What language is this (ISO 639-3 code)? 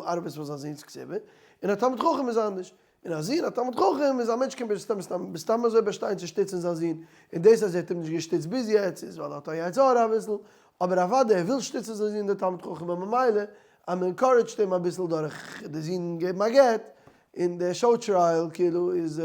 yid